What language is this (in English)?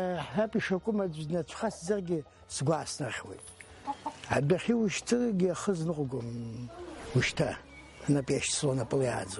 Abkhazian